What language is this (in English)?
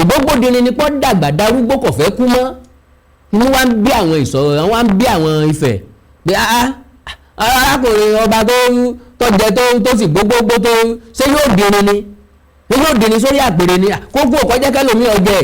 Yoruba